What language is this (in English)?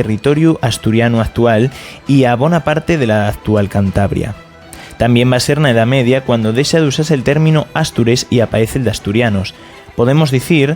Asturian